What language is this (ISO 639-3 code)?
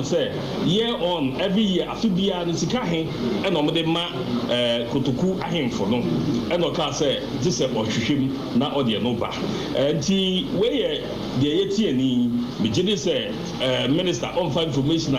aka